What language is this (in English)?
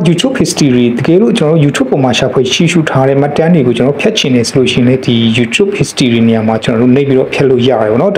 Burmese